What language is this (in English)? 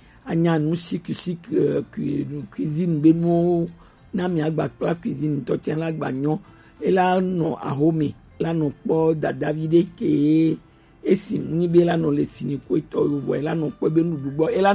Gen